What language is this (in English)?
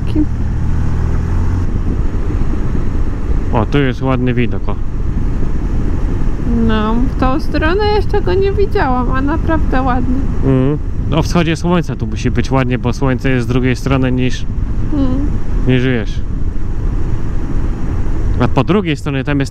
Polish